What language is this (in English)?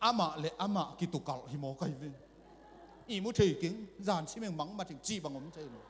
Tedim Chin